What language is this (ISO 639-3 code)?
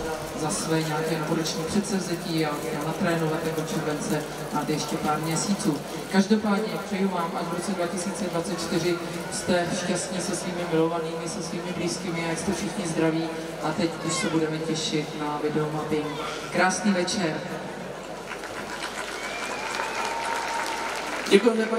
ces